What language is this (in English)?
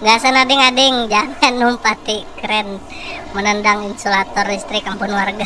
Banjar